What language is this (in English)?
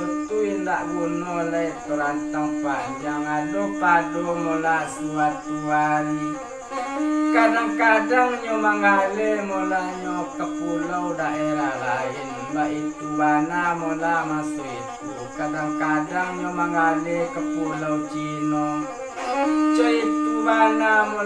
Minangkabau